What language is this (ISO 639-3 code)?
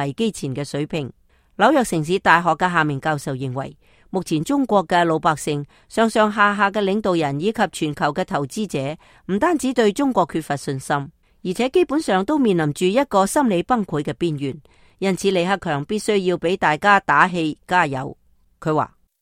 yue